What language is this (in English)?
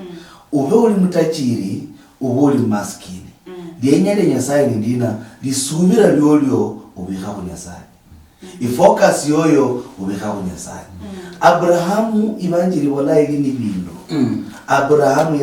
Luyia